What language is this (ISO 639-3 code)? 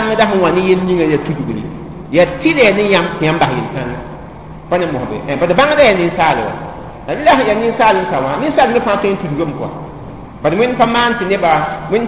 mos